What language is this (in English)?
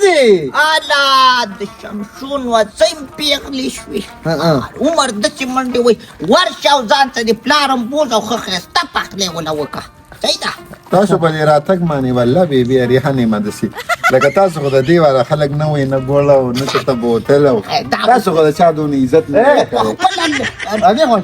Pashto